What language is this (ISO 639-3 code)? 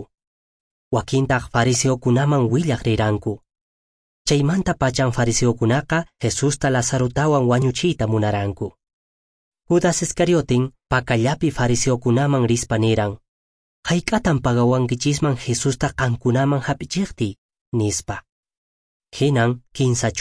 que